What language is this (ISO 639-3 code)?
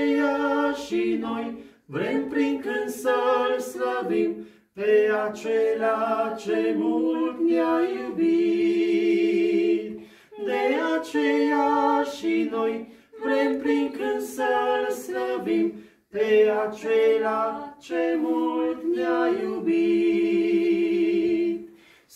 ron